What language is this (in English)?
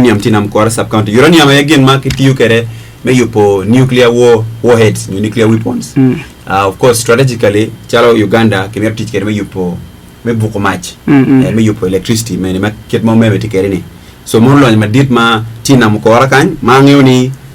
Acoli